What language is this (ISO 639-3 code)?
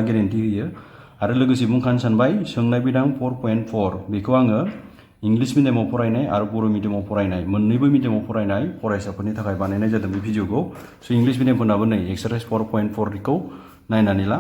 brx